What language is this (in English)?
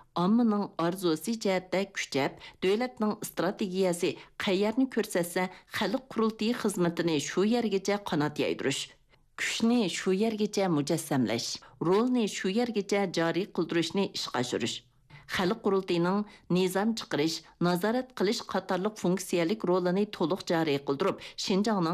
Uyghur